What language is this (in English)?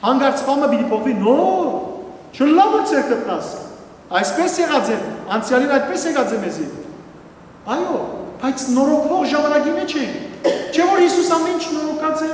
Western Armenian